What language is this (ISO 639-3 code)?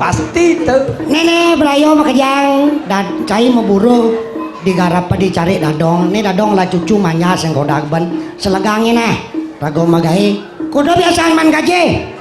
ban